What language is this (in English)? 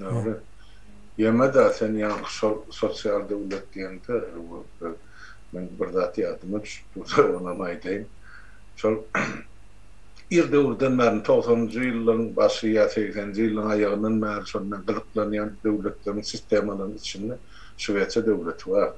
Turkmen